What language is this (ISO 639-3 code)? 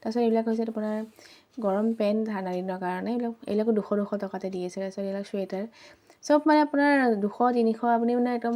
asm